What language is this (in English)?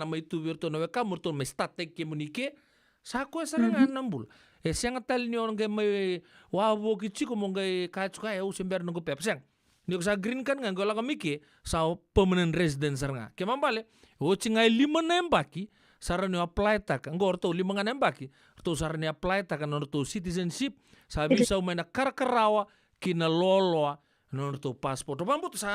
Fijian